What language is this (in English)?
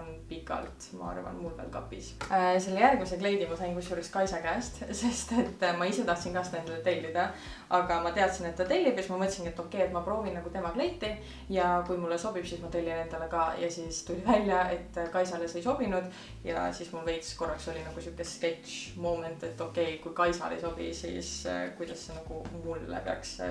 Estonian